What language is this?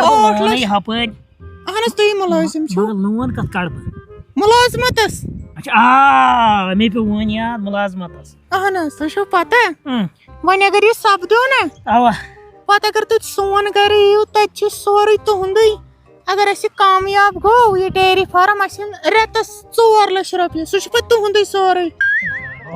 Kashmiri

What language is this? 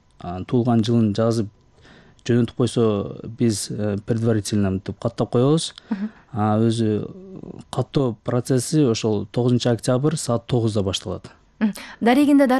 Kyrgyz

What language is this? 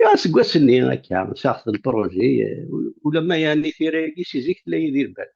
Kabyle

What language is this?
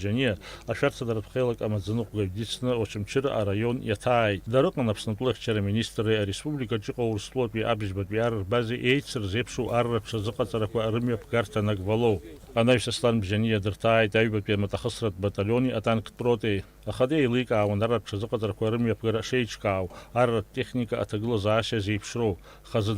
Abkhazian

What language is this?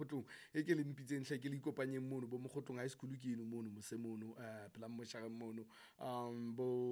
Southern Sotho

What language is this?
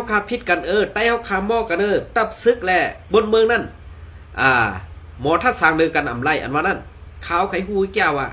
Shan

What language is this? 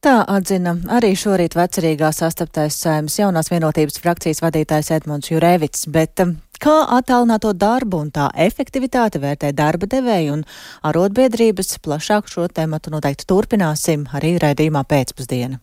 Latvian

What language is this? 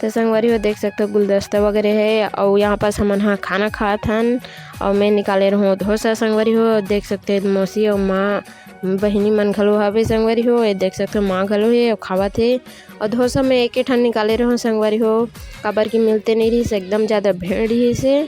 Chhattisgarhi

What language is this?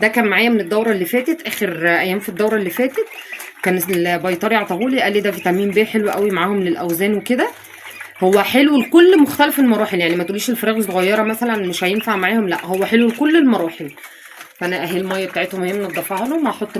Egyptian Arabic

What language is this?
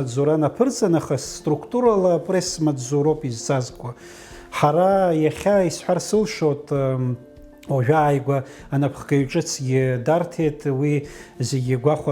Abkhazian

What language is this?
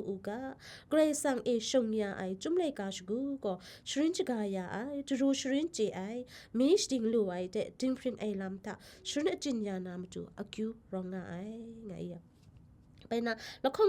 Kachin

